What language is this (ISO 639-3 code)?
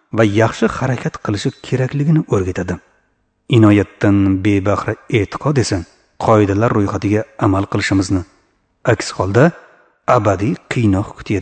uzb